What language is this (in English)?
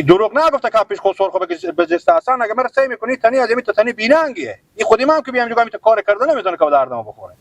Hazaragi